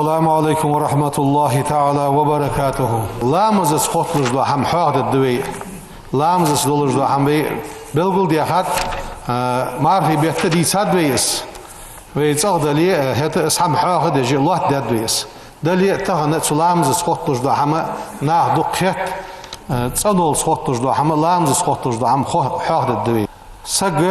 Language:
Ingush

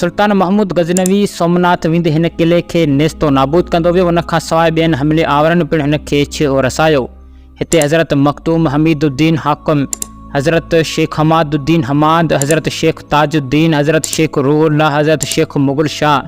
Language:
Sindhi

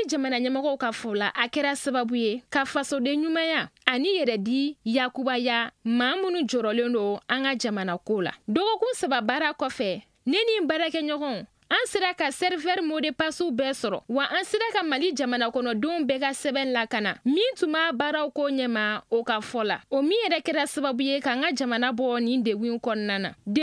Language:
Bambara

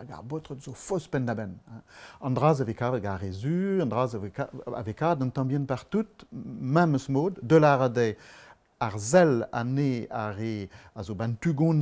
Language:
Breton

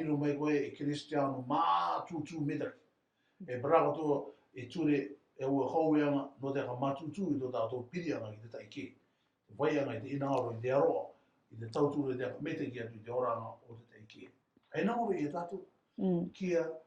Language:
Rarotongan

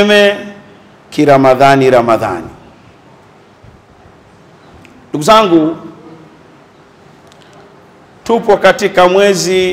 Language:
Swahili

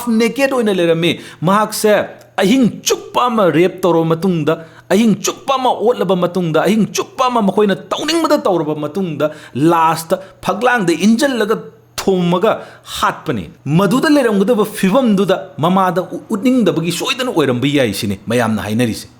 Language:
Manipuri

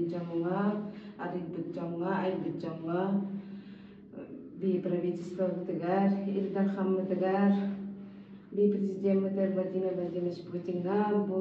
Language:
Yakut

